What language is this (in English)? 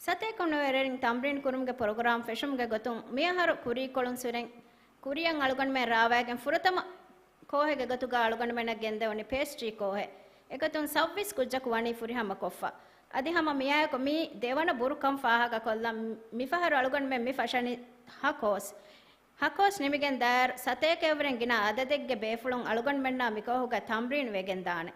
Divehi